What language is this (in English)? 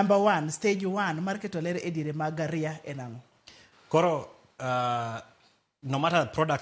Luo (Kenya and Tanzania)